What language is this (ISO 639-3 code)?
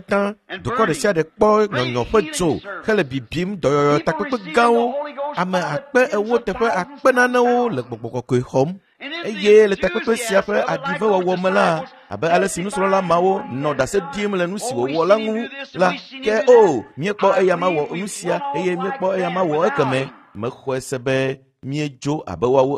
ewe